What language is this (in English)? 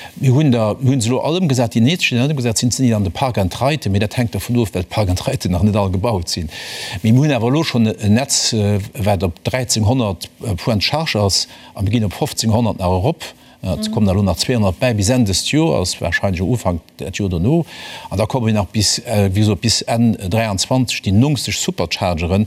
Luxembourgish